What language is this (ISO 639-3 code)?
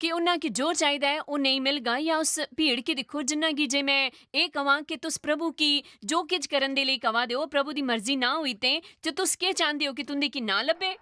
doi